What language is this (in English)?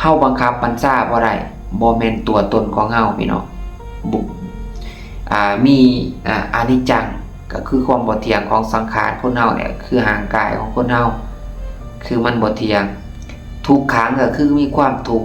Lao